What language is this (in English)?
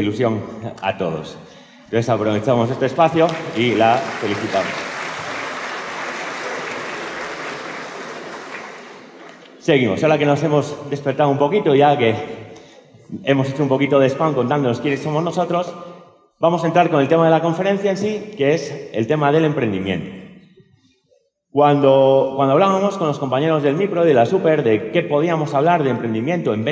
Spanish